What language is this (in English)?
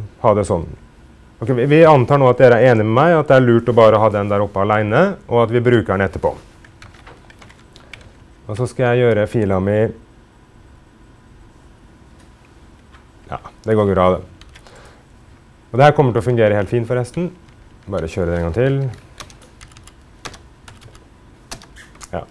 Norwegian